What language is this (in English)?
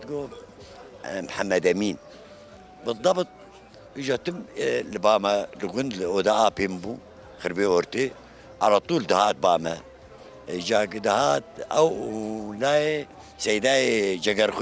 Kurdish